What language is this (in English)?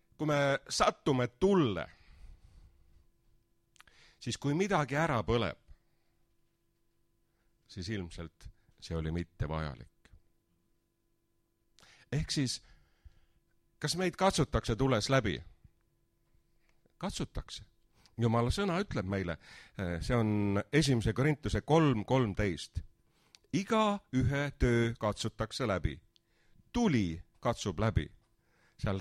Estonian